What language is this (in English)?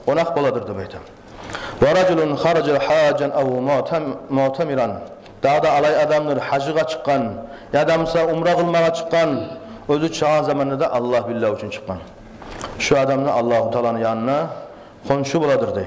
Kumyk